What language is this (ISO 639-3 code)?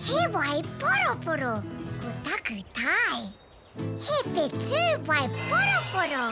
mri